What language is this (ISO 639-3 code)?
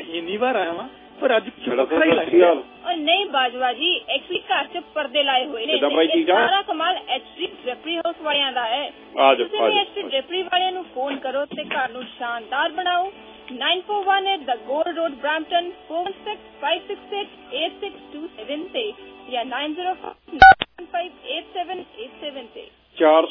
pan